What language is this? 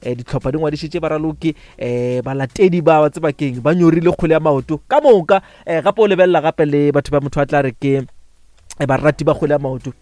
Northern Sotho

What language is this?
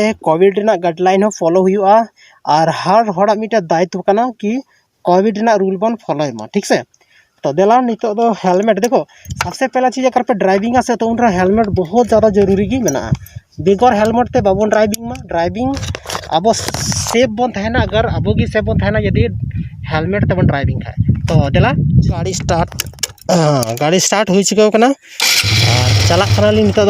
Santali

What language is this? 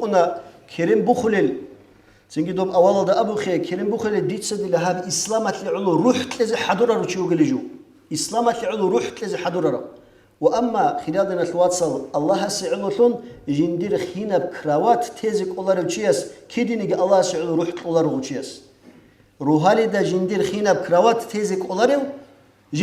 Avaric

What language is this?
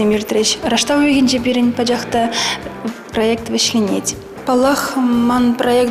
Chuvash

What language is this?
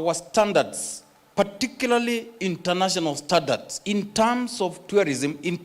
Kamba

